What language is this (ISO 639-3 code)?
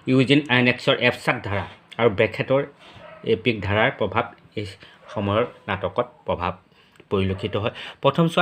asm